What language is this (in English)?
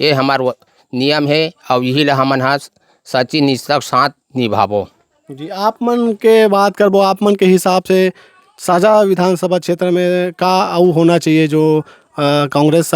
Chhattisgarhi